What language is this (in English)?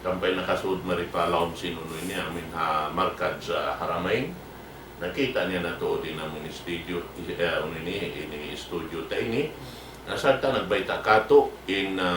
Tausug